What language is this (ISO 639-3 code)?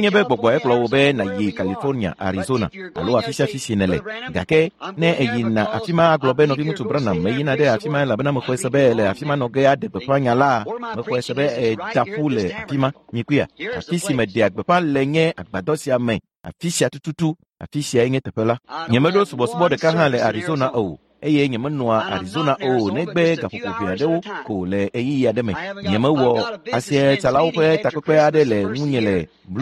ewe